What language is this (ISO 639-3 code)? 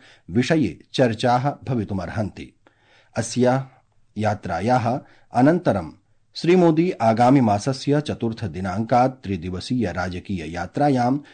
san